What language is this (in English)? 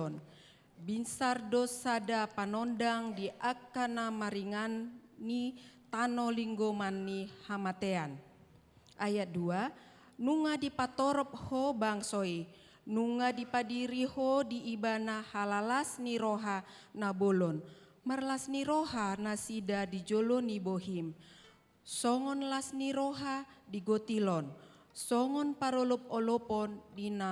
Batak Toba